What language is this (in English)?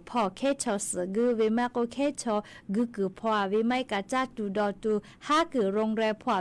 Lahu